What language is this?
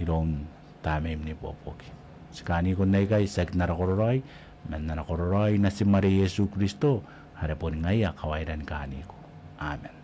Gilbertese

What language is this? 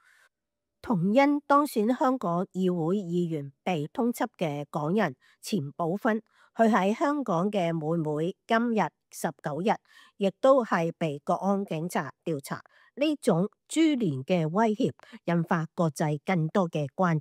Cantonese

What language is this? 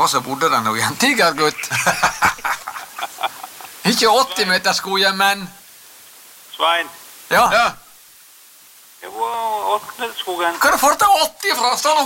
Norwegian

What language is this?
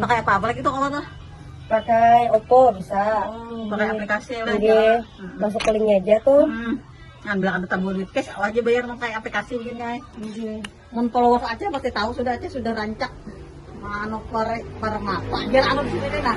Banjar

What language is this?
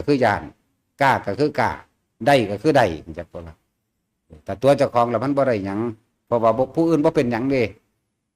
Northeastern Thai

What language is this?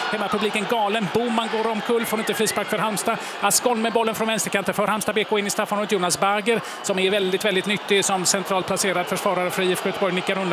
Swedish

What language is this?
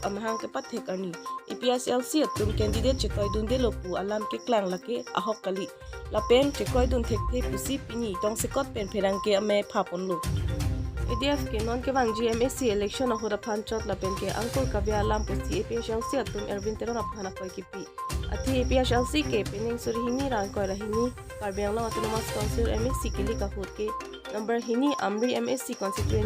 Karbi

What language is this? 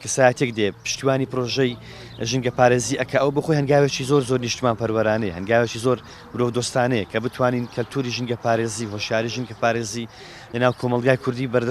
Central Kurdish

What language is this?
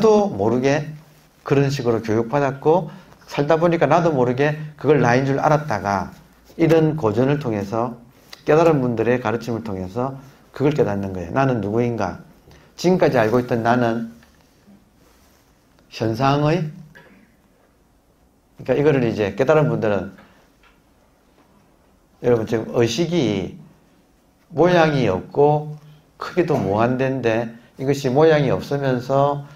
Korean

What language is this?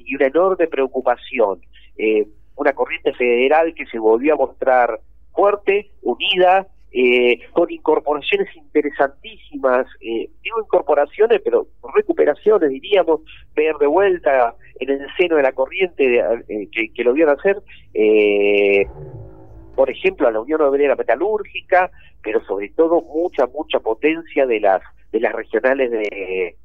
Spanish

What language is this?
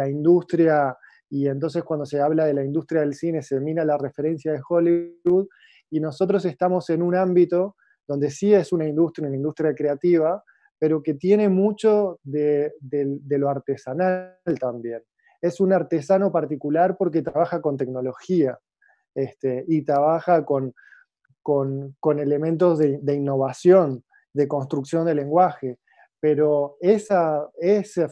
Spanish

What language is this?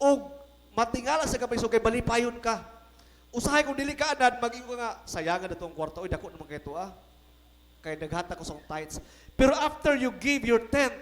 Cebuano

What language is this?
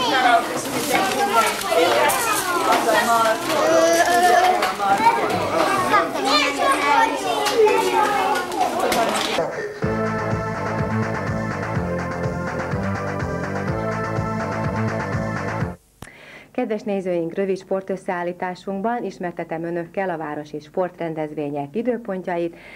Hungarian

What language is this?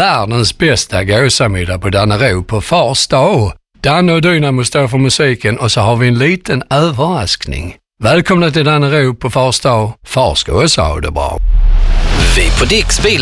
Swedish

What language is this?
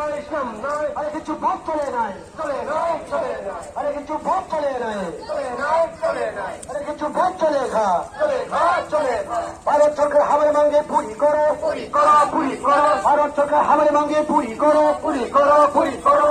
Riang (India)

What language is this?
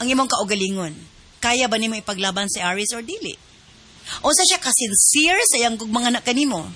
Cebuano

